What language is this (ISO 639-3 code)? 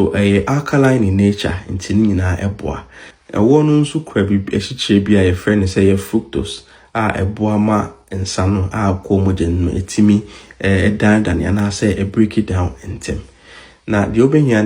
aka